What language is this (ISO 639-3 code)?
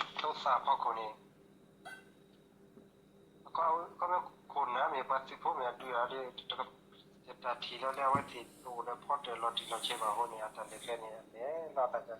ksw